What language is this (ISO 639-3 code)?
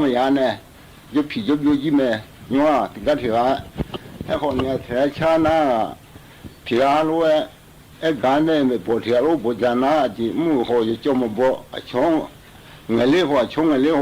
ahk